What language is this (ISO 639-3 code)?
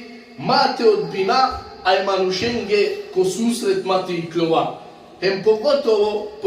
rmn